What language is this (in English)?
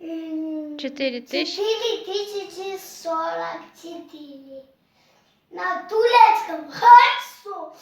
Chechen